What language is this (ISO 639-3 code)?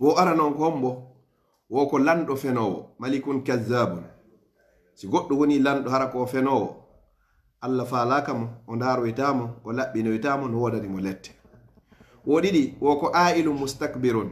fuf